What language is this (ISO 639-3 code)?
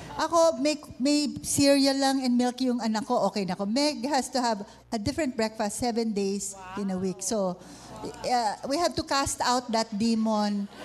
fil